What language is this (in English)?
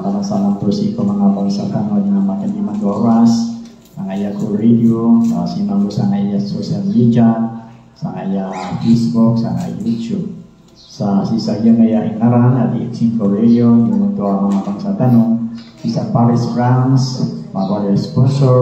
Maranao